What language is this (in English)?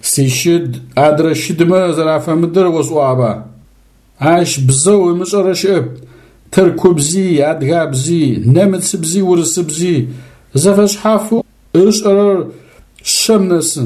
Adyghe